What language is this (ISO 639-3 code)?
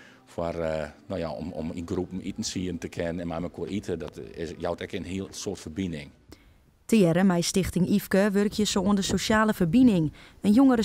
fry